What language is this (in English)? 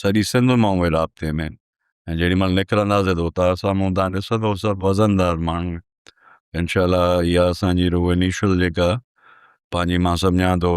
Sindhi